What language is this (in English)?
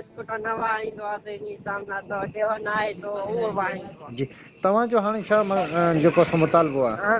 Sindhi